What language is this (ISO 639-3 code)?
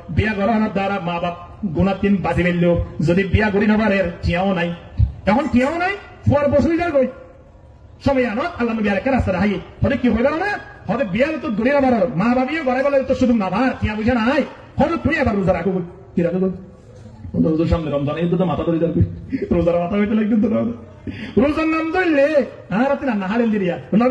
rhg